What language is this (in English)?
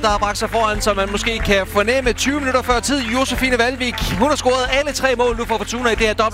Danish